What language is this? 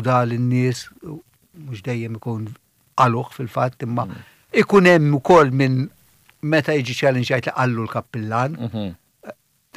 Maltese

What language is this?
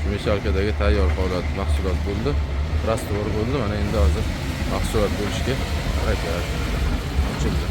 Uzbek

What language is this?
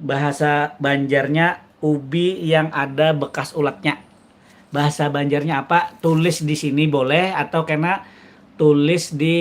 Banjar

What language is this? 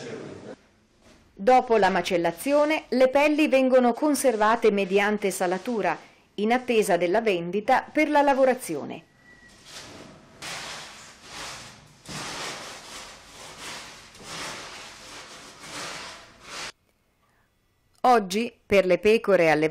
Italian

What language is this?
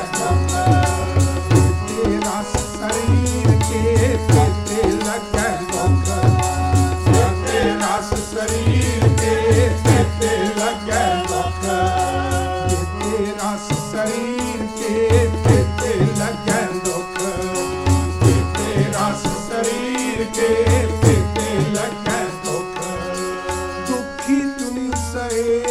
Punjabi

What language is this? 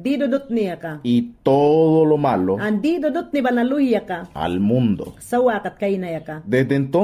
Mayangna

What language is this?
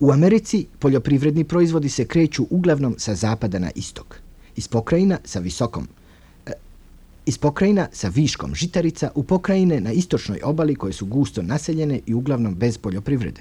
Croatian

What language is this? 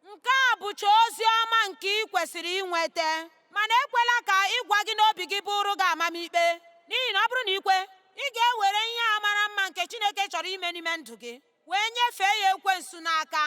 Igbo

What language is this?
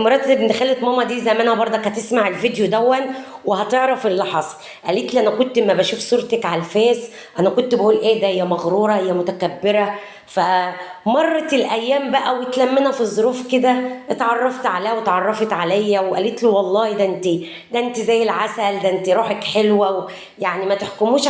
Egyptian Arabic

